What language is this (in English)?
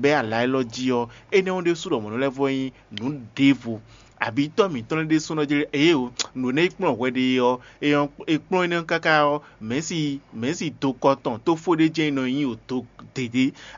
Fon